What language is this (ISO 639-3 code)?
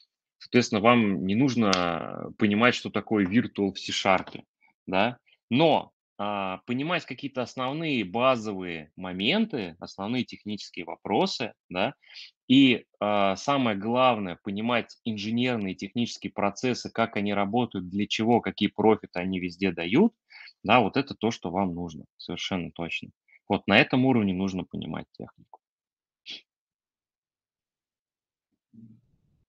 rus